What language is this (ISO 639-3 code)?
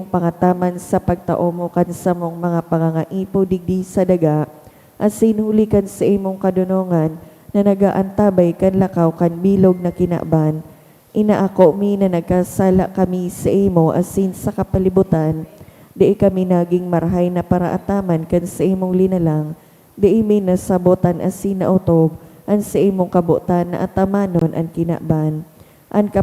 bik